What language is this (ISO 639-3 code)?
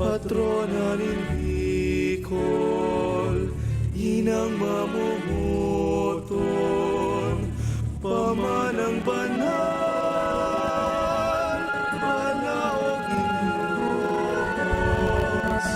bik